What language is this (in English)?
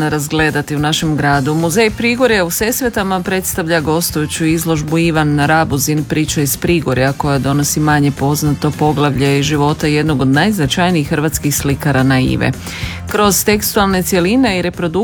Croatian